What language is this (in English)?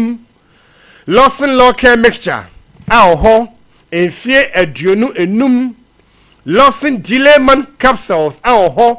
Akan